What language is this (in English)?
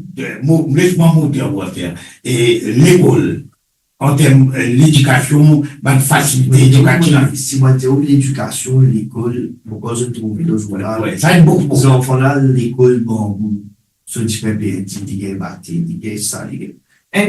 Morisyen